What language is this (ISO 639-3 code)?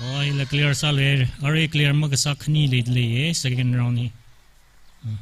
nmf